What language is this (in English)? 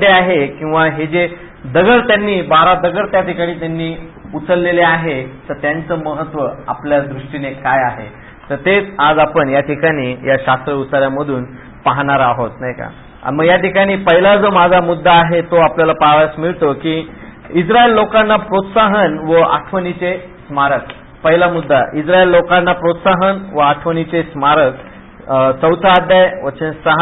Marathi